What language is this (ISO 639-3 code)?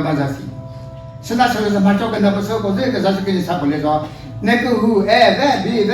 nri